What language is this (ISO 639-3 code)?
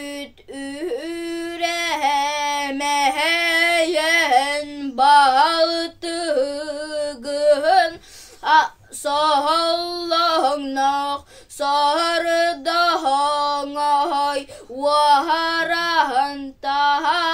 sah